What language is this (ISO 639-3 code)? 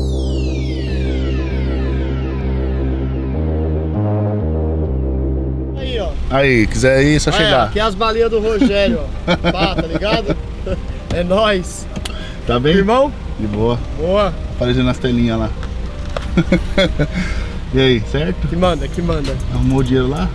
por